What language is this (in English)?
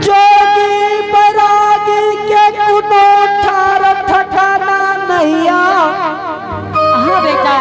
Angika